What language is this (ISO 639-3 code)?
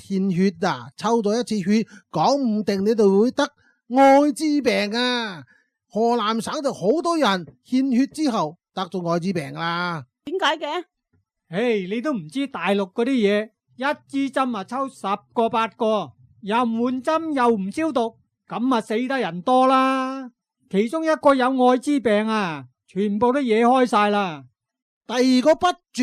yue